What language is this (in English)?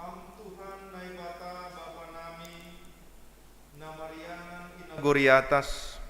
Batak Simalungun